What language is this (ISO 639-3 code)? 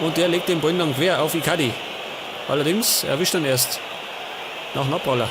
bar